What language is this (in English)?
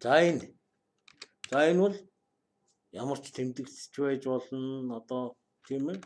Mongolian